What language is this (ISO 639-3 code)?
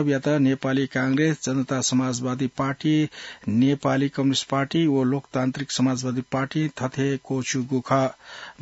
new